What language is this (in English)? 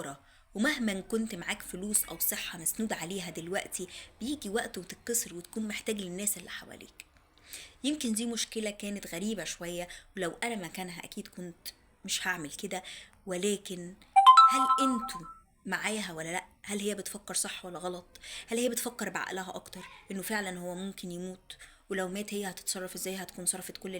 Egyptian Arabic